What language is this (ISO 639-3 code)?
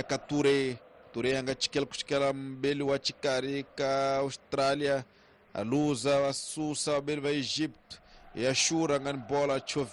tso